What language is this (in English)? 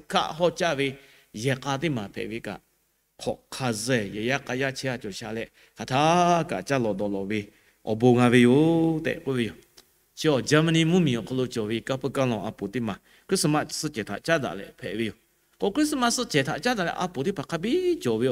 Lahu